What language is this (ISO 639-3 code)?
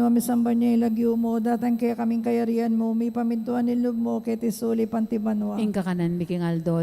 pam